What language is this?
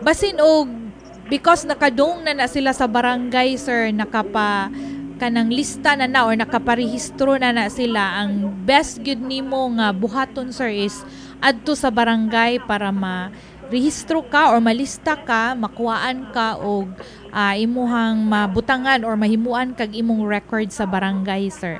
Cebuano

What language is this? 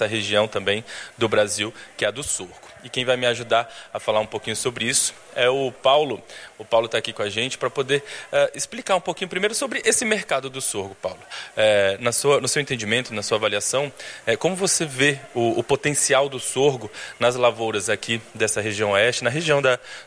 Portuguese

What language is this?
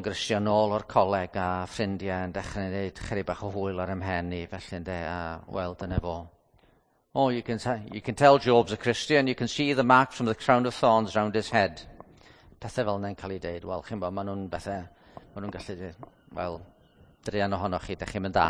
Welsh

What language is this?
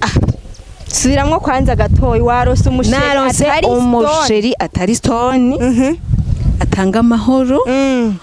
Rundi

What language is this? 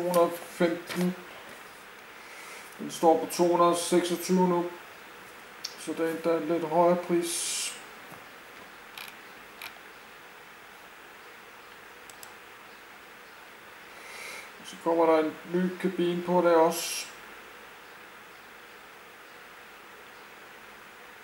Danish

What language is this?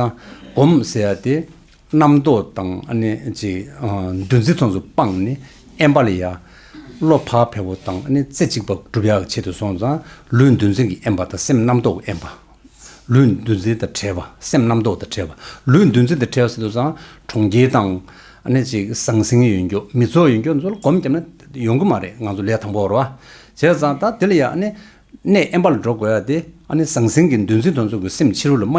Tibetan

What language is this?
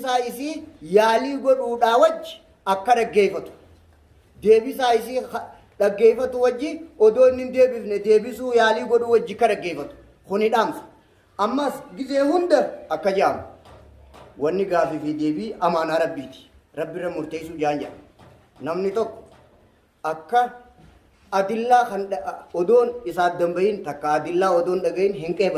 Oromo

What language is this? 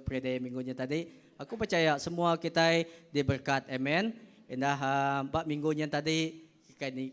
Iban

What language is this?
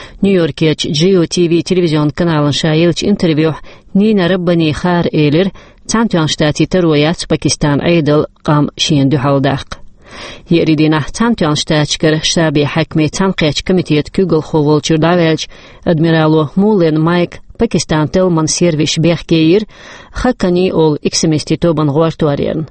Chechen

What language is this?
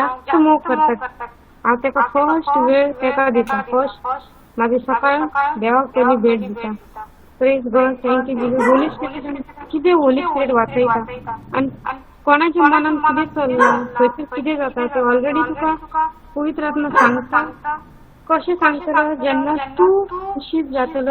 Konkani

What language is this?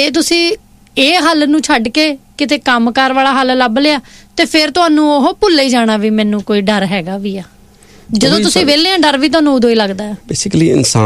Punjabi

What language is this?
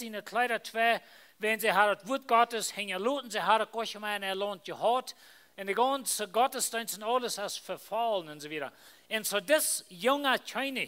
Plautdietsch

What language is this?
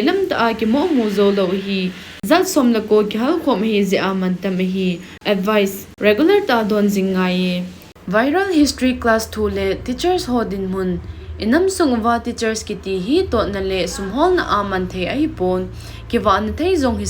Thado Chin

